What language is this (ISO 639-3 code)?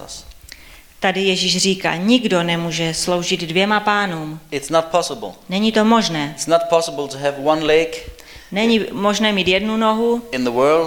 ces